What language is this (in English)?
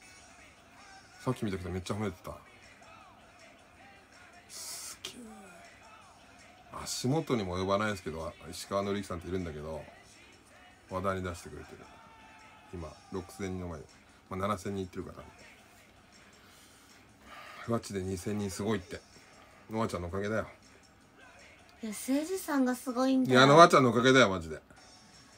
Japanese